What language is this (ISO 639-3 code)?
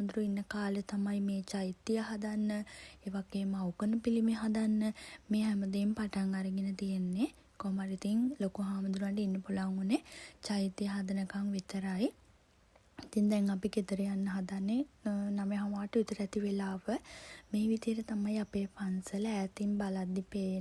sin